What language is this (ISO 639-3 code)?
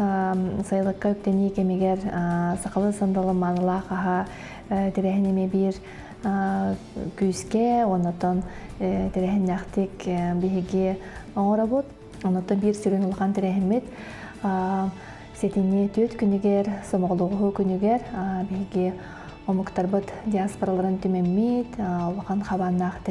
sah